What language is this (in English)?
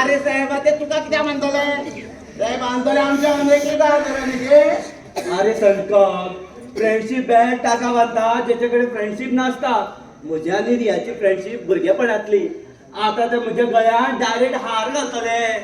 Konkani